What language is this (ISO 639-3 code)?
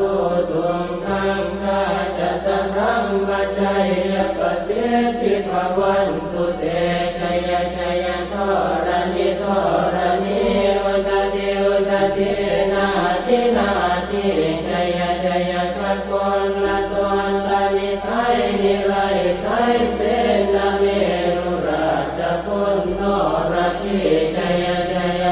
pli